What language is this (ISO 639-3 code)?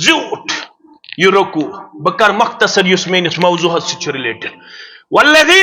kas